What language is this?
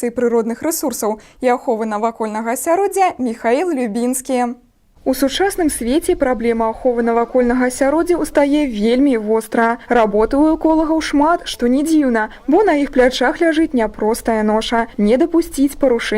Belarusian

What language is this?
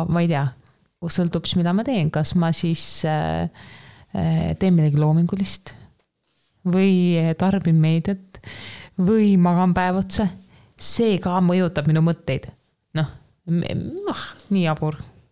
Estonian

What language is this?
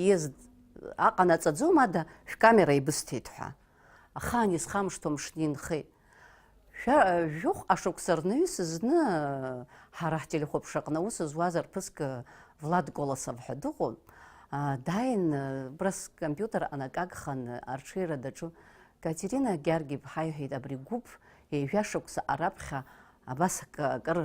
Abkhazian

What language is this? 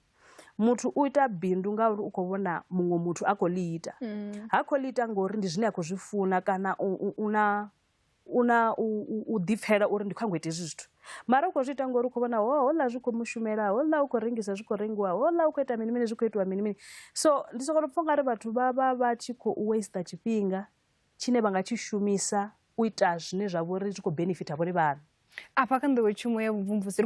Venda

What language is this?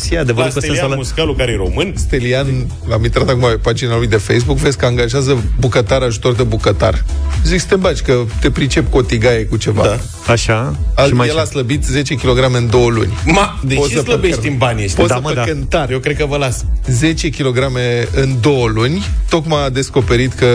Romanian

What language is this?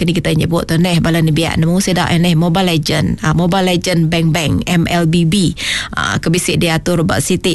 Iban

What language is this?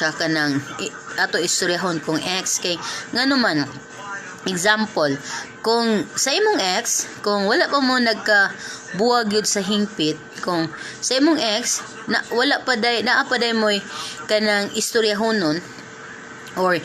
Cebuano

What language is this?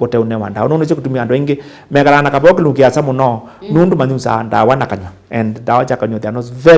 Kamba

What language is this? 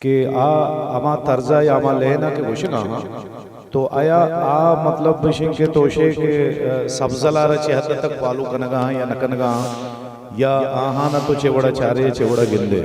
Eastern Balochi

